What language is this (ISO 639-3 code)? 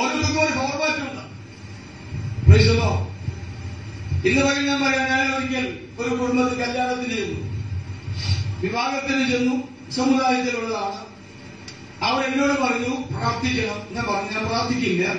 mal